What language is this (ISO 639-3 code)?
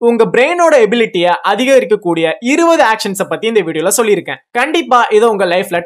tam